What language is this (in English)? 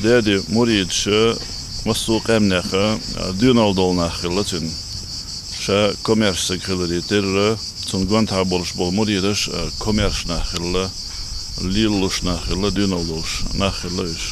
Ingush